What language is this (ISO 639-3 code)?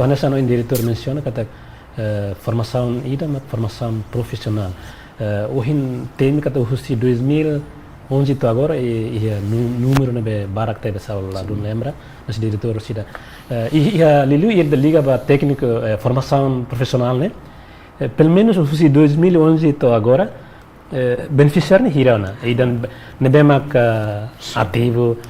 tet